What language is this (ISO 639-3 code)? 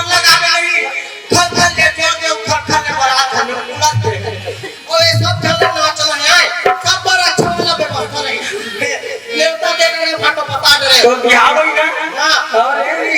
hne